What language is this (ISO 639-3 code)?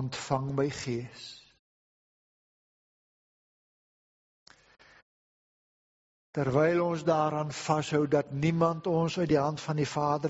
afr